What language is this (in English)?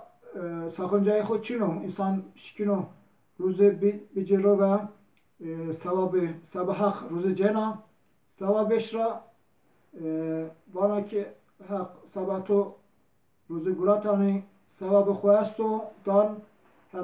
Zaza